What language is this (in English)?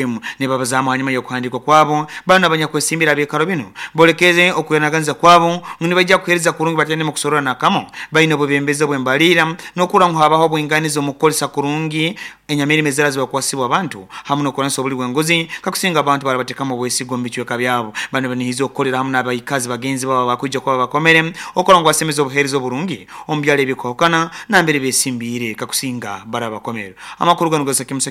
Nyoro